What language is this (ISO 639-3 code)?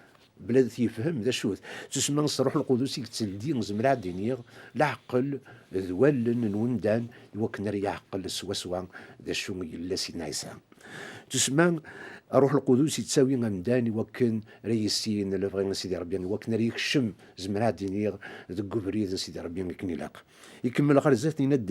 kab